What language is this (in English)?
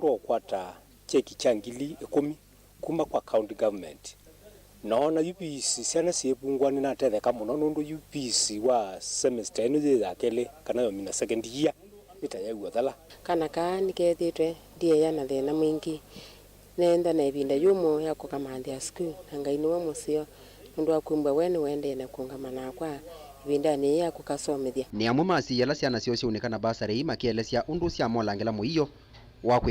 Kamba